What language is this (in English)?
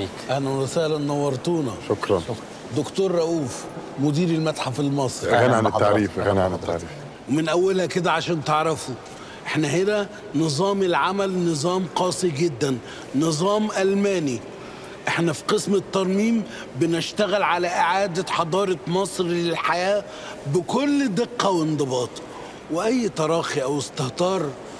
Egyptian Arabic